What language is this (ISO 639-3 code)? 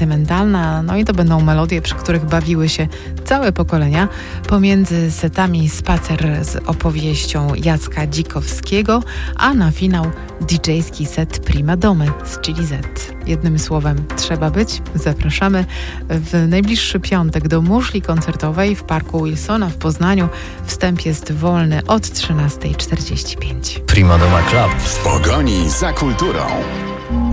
pol